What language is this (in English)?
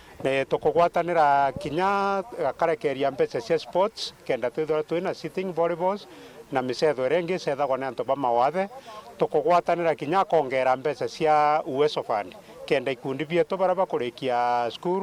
Meru